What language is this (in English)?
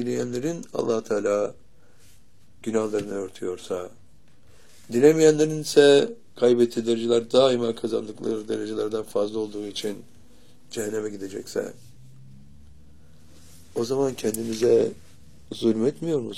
Turkish